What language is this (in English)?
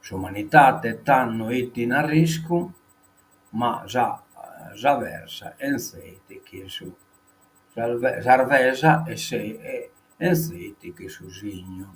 Sardinian